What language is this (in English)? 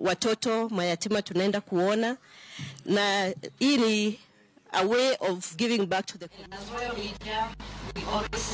Luo (Kenya and Tanzania)